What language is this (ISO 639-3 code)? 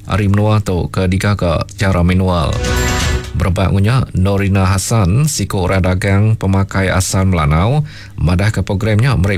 iba